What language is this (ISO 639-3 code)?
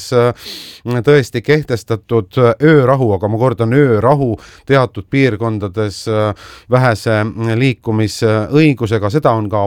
est